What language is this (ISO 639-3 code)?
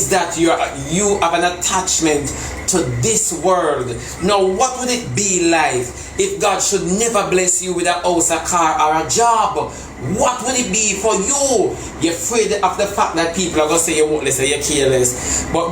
jam